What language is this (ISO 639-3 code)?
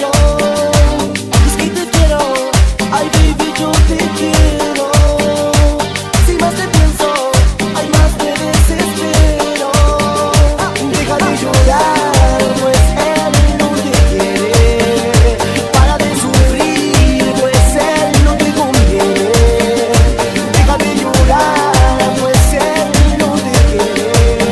spa